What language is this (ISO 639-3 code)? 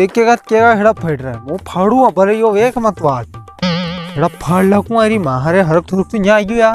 raj